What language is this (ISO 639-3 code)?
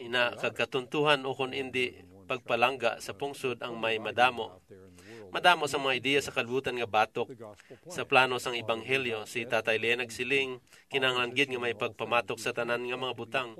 hil